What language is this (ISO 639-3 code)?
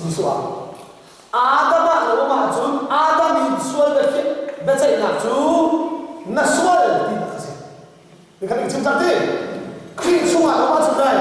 cnh